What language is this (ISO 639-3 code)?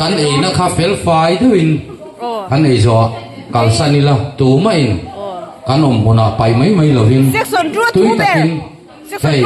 lus